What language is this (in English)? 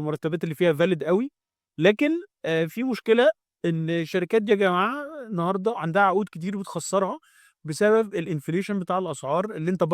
Egyptian Arabic